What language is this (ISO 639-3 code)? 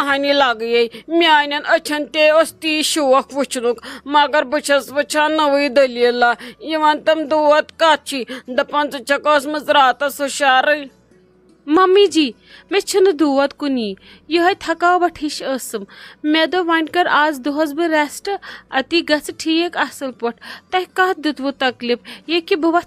kas